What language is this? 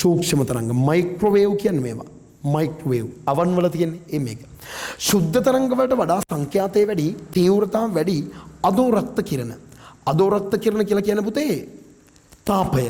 Sinhala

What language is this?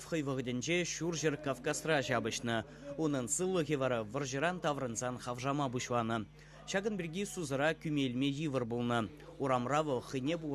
Chuvash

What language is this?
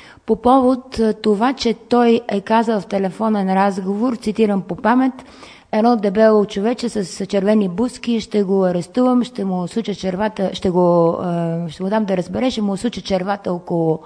Bulgarian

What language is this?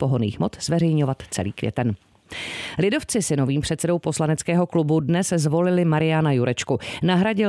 Czech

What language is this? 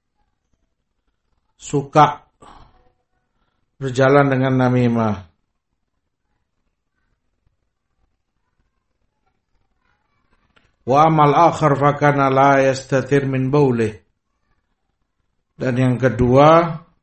Indonesian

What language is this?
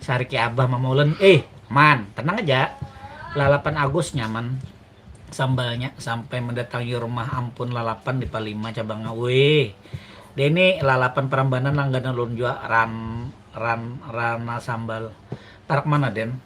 Banjar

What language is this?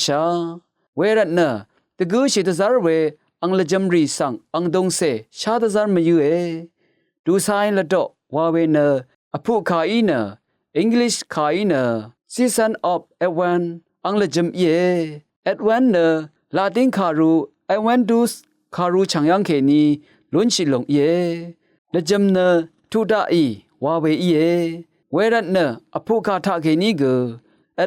Rawang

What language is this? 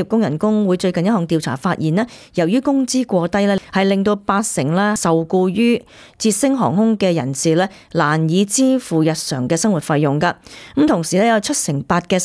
Cantonese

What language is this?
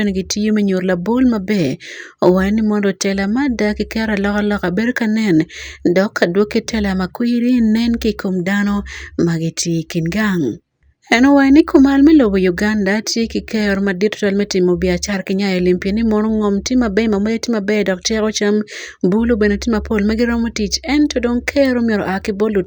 Acoli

